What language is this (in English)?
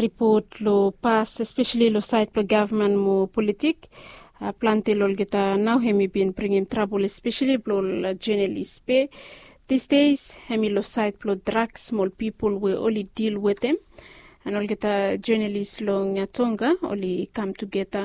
Bislama